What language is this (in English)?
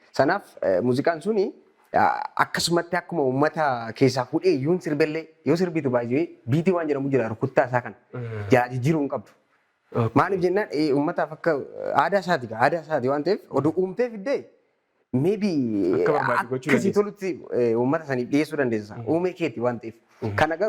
Oromo